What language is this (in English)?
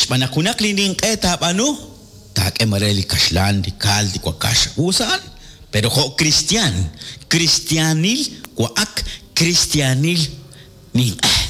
Kekchí